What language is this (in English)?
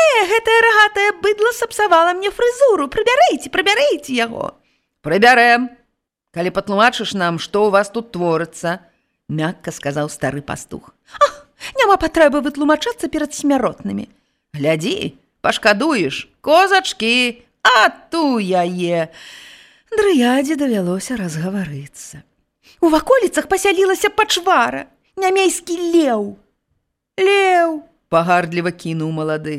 Belarusian